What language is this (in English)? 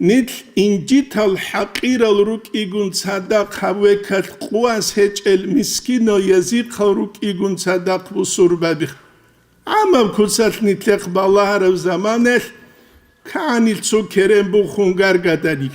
Avaric